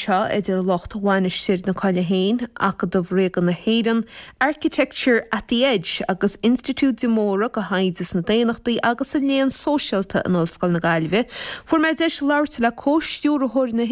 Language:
Irish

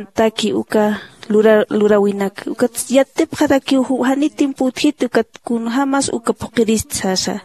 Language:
Aymara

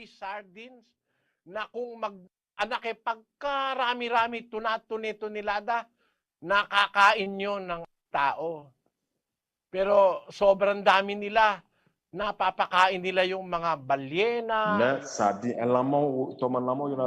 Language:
Ewe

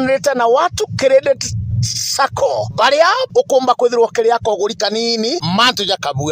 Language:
Meru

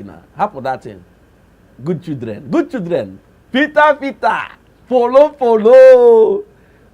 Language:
Igbo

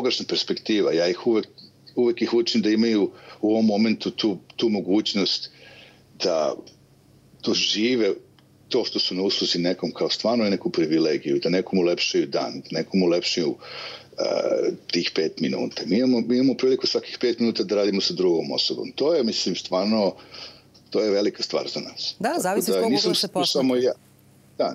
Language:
Serbian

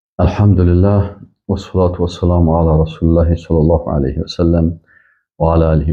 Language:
Persian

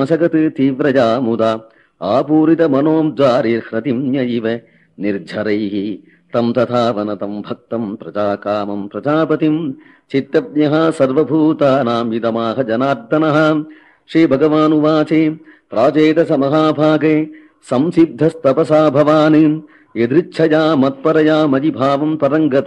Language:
Sanskrit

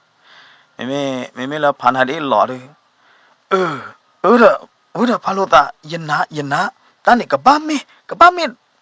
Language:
S'gaw Karen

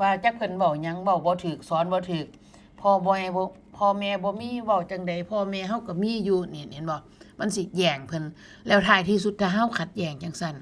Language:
Northeastern Thai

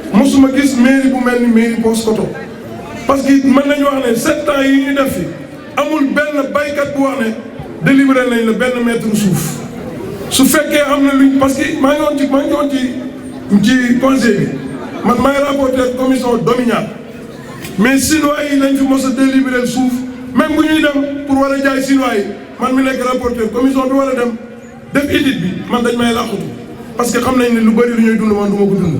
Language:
Wolof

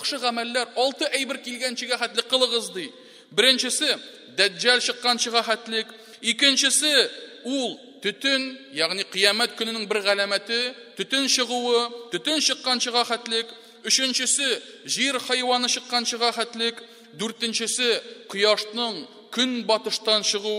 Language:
Tatar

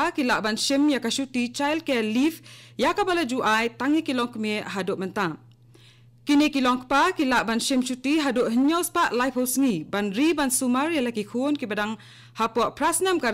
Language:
Khasi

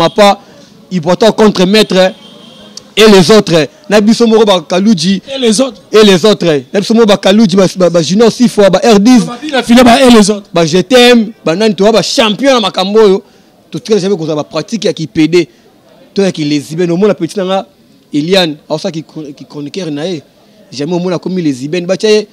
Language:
Lingala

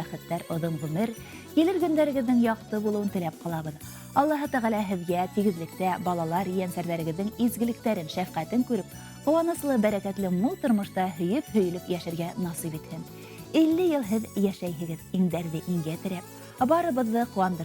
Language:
Bashkir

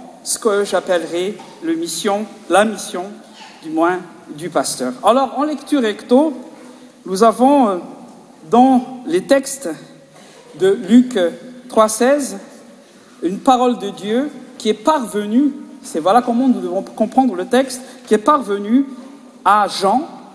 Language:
French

